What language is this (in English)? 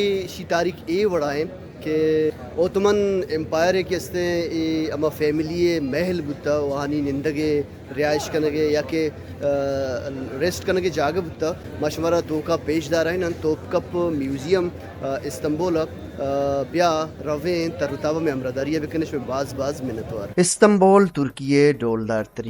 Baluchi